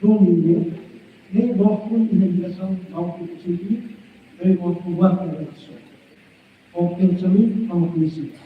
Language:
Tetum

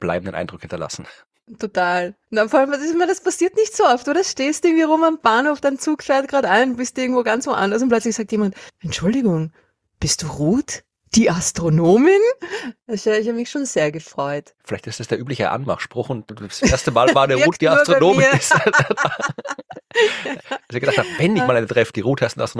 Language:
German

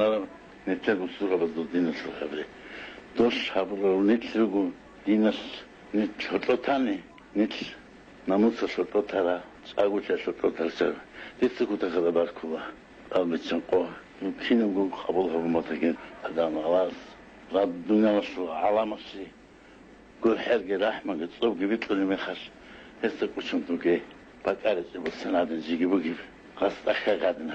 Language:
Avaric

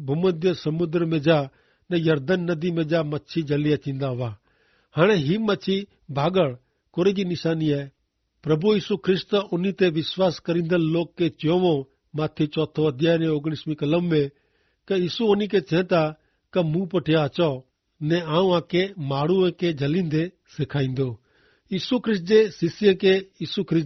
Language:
Kachhi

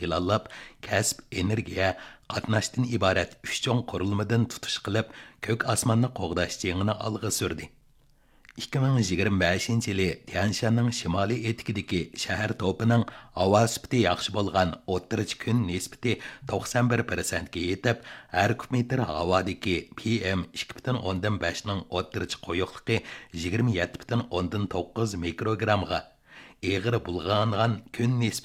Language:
Uyghur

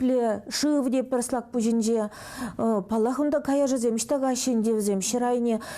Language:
Chuvash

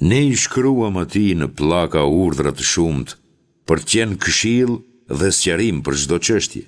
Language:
Albanian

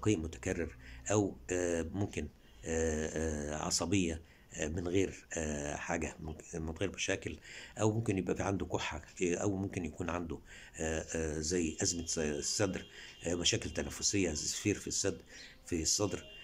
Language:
Egyptian Arabic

